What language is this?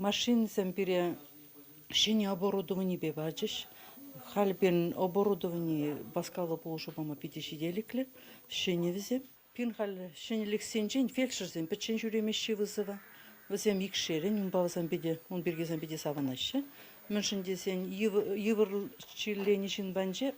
Chuvash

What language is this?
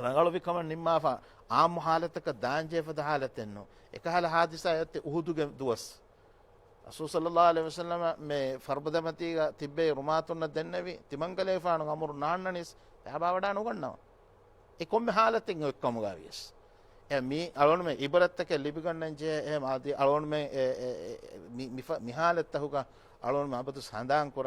Divehi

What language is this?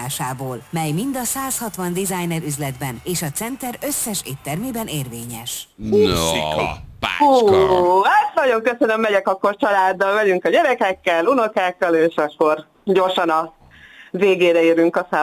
Hungarian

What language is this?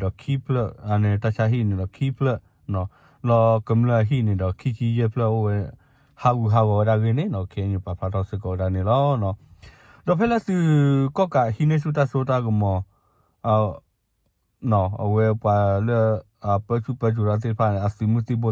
S'gaw Karen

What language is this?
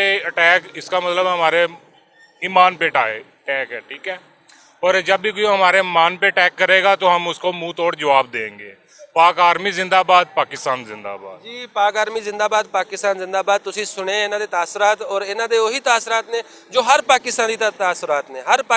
Western Panjabi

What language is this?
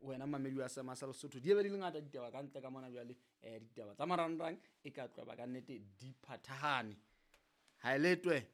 Southern Sotho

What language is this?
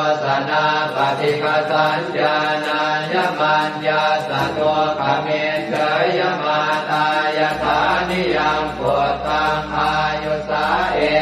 Pali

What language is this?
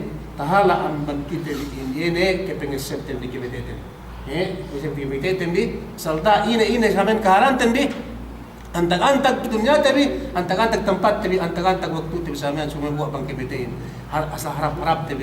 Yakan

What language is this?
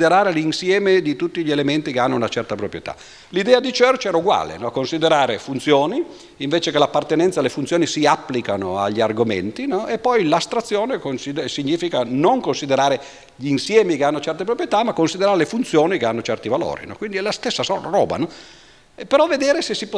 Italian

